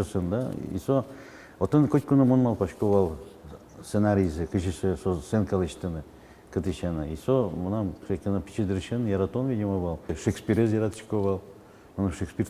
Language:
Udmurt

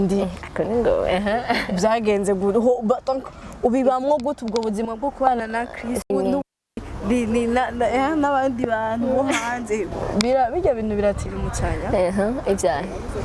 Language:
Rundi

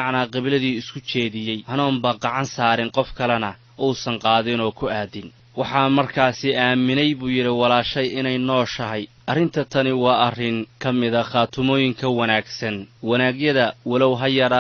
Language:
Somali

